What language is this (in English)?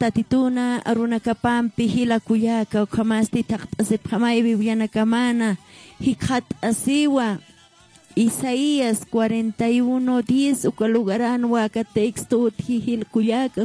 Aymara